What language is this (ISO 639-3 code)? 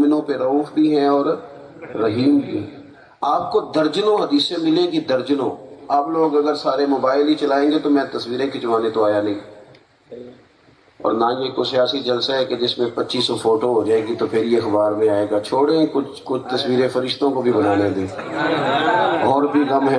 urd